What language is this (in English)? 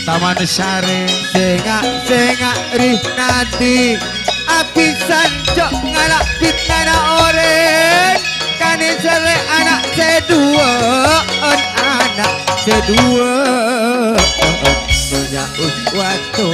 Madurese